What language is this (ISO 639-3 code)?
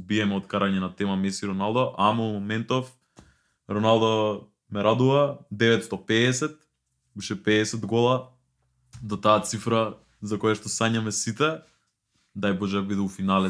mkd